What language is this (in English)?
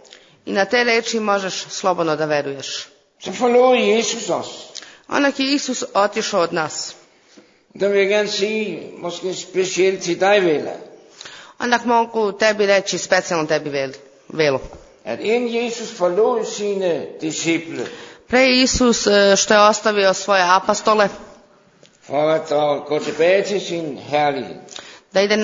Serbian